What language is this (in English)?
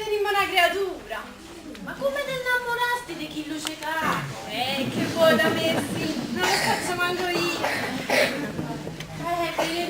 Neapolitan